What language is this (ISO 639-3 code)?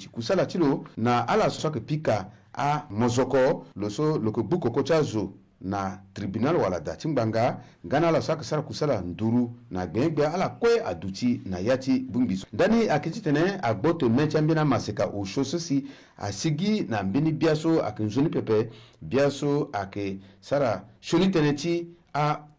sag